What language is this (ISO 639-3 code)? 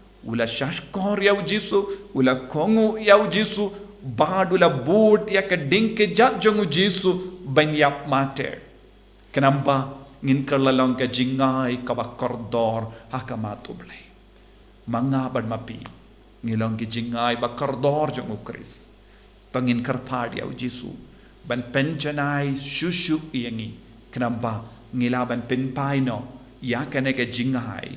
kha